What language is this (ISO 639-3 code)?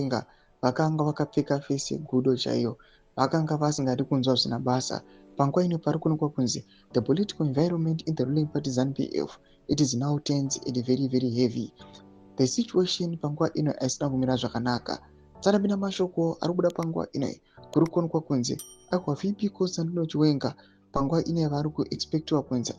sna